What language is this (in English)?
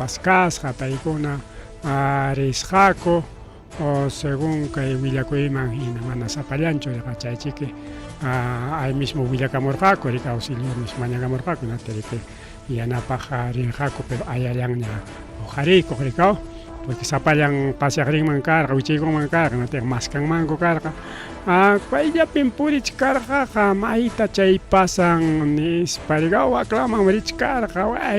Ayacucho Quechua